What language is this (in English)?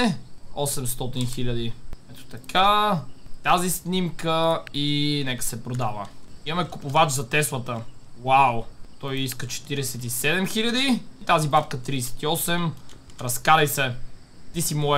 Bulgarian